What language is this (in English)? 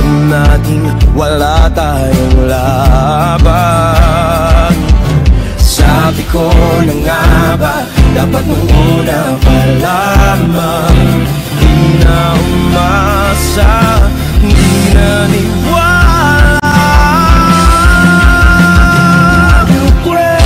Filipino